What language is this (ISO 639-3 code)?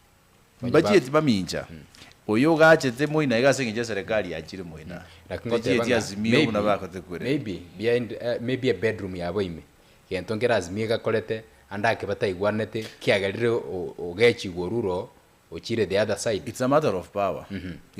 guz